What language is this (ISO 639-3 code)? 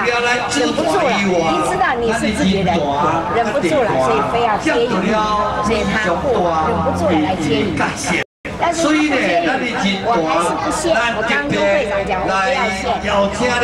zho